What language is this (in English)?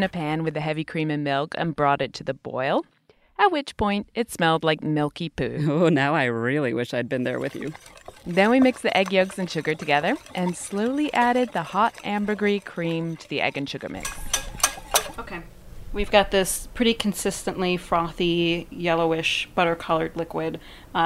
English